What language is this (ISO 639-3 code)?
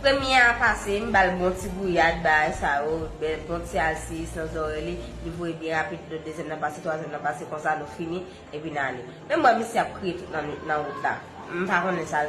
hat